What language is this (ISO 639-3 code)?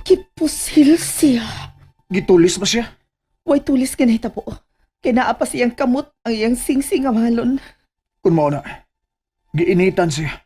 ceb